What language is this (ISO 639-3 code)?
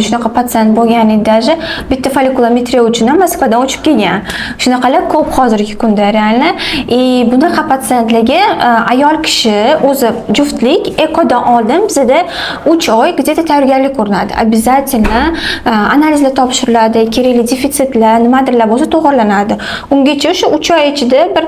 uzb